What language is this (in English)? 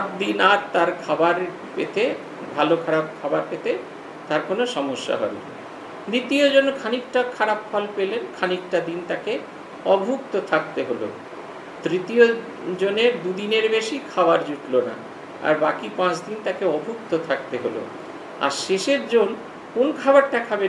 Bangla